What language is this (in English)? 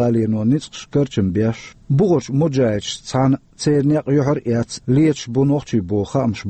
Chechen